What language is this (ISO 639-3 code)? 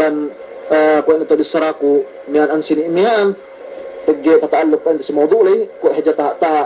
yka